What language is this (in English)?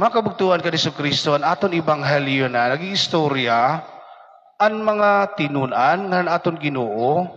Waray